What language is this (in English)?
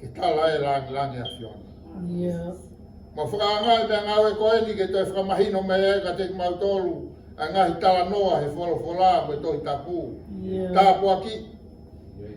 Tongan